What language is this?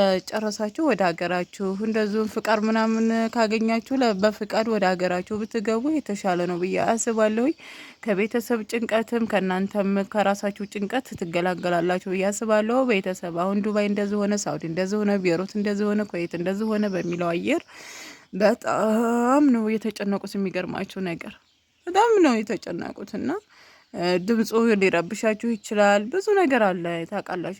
Amharic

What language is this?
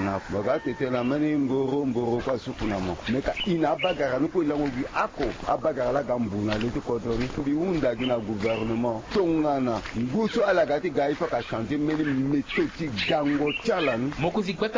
Sango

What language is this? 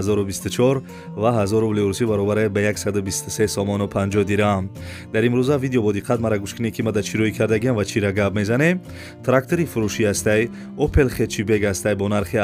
Tajik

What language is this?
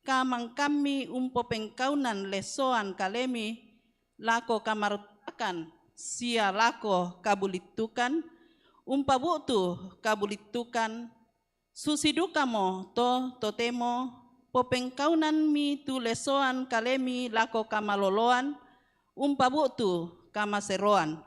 Toraja-Sa'dan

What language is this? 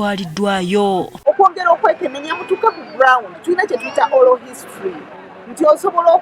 Ganda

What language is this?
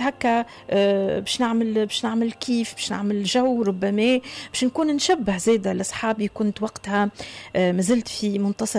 Tunisian Arabic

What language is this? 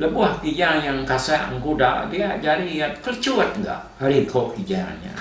Iban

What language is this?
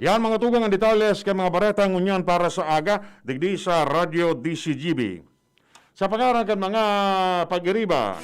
Bikol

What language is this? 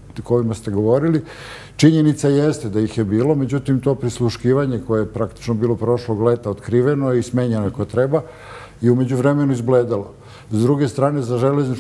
Serbian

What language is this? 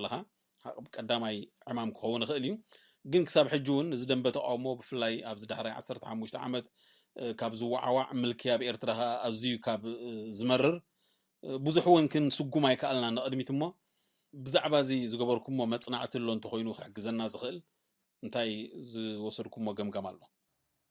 Tigrinya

